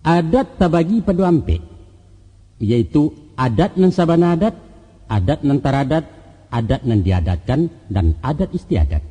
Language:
Minangkabau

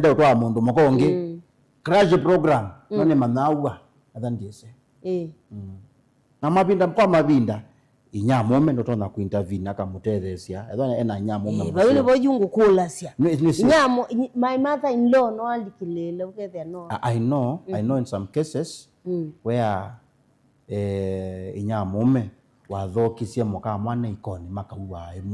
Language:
Kamba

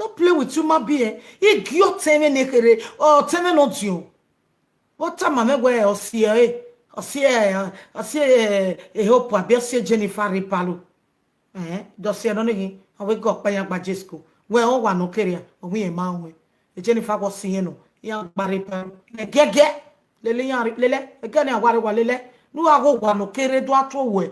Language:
Nigerian Pidgin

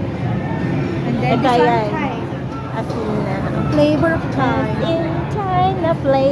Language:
Filipino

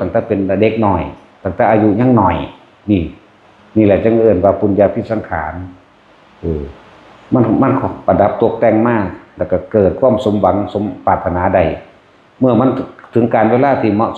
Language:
Northeastern Thai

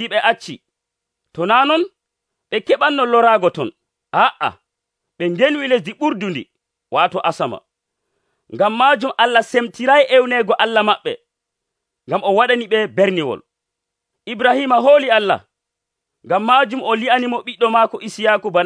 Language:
Nigerian Fulfulde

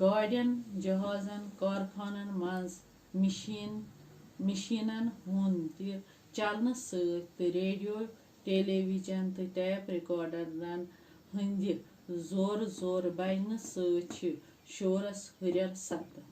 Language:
Kashmiri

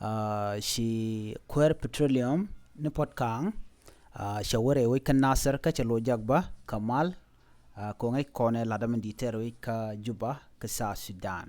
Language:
Nuer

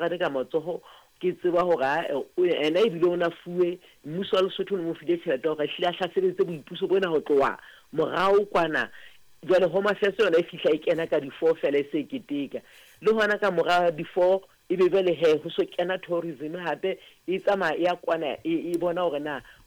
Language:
Southern Sotho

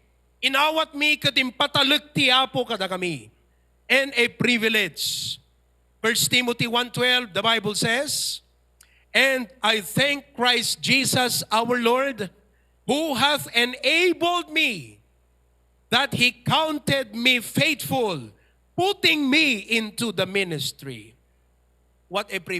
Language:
Iloko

